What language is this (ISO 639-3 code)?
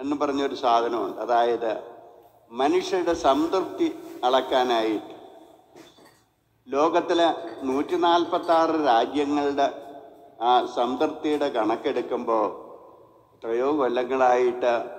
mal